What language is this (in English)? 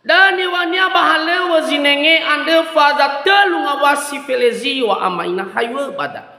Nias